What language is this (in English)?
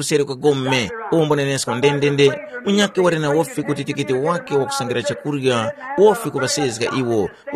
Tumbuka